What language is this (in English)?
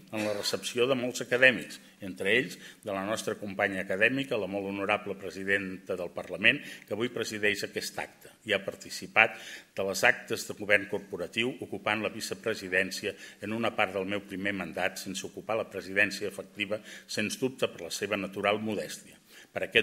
Catalan